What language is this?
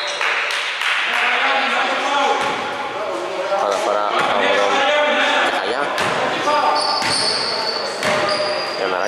Greek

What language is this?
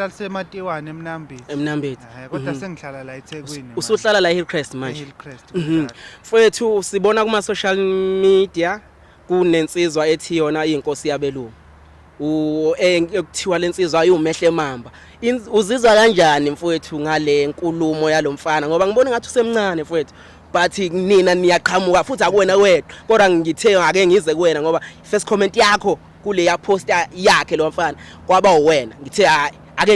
Zulu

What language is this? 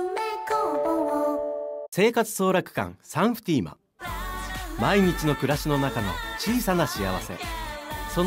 Japanese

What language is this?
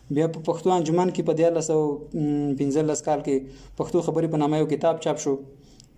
Pashto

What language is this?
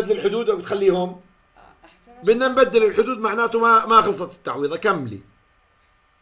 South Levantine Arabic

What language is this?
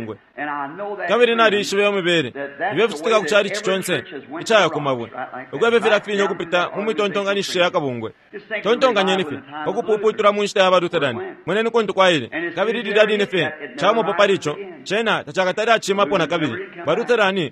Bemba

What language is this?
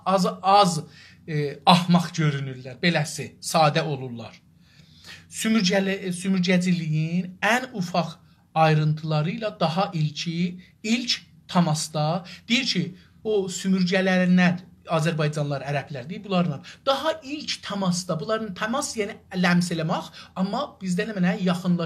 South Azerbaijani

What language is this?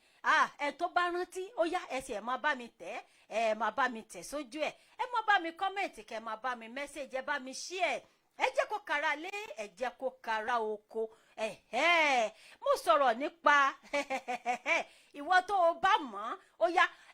Yoruba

